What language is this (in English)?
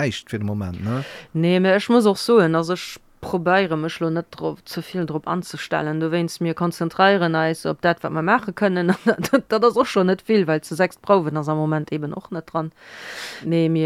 Luxembourgish